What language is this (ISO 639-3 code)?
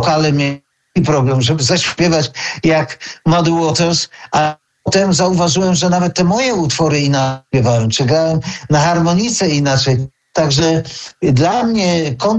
pol